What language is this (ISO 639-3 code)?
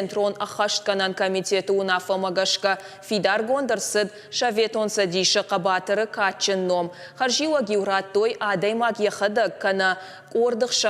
oss